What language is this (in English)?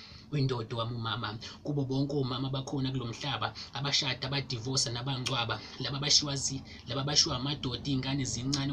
Zulu